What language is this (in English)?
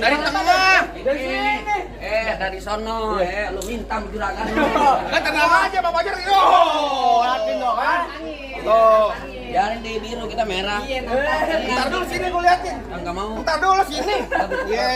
Betawi